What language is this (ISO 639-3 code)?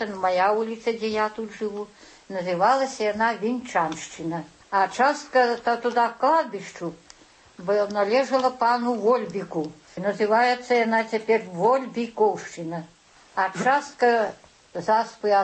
bel